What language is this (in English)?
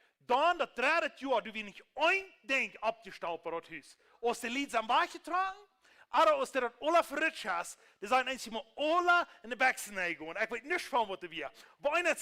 Plautdietsch